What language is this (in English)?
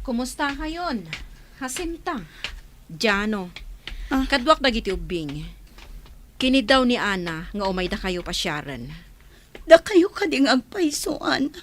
Iloko